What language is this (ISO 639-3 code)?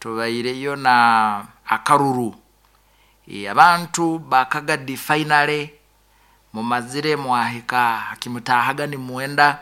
nyo